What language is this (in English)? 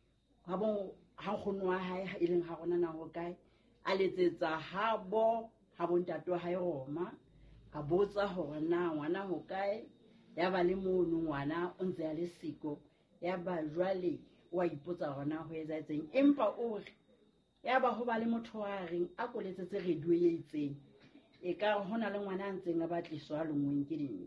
Southern Sotho